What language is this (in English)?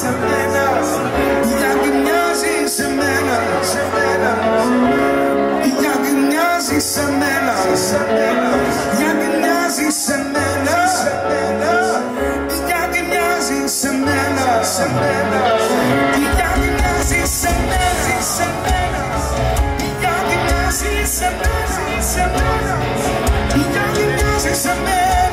Greek